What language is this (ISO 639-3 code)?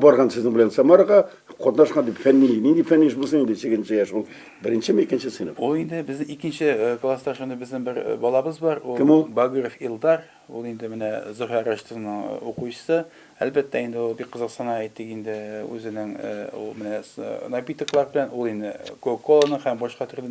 tat